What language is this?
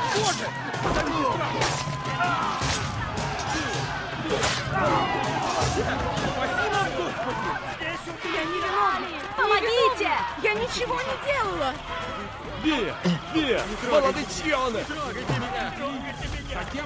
Russian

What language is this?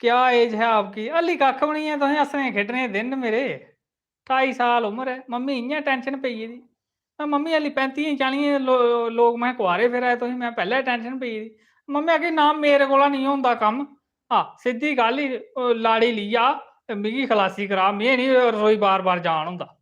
Dogri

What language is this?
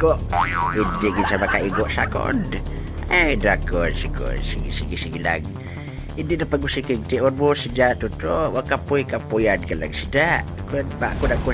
Hiligaynon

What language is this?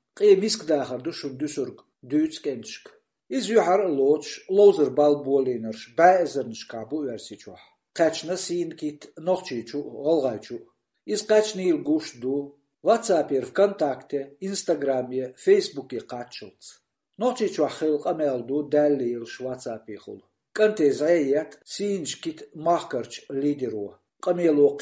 Chechen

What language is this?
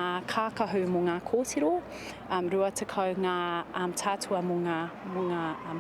Māori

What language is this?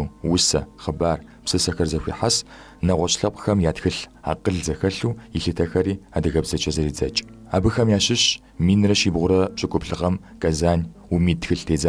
Kabardian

